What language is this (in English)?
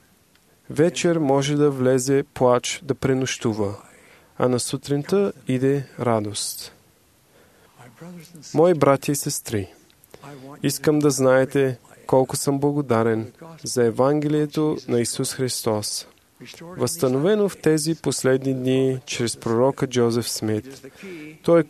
Bulgarian